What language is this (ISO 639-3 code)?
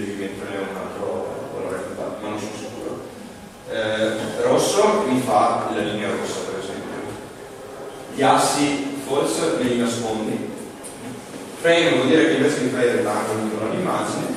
ita